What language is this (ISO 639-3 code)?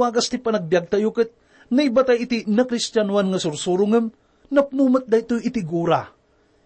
ilo